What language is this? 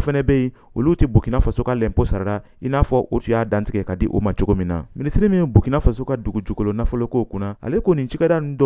Bambara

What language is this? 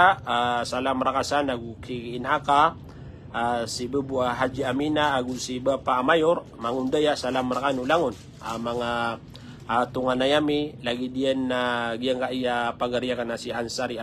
Maranao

